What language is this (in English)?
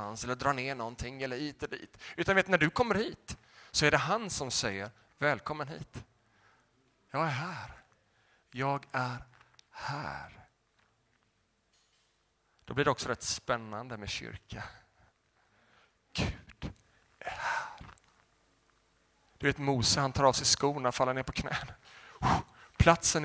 Swedish